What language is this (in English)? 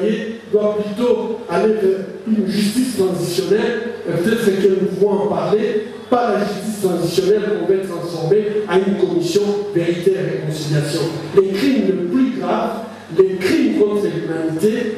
French